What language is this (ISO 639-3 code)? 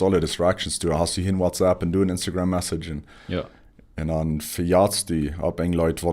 pdt